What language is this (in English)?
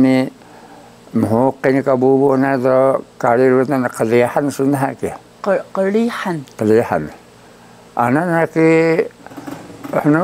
Taroko